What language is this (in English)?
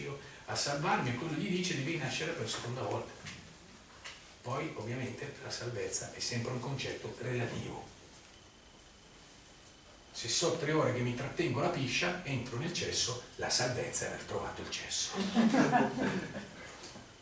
Italian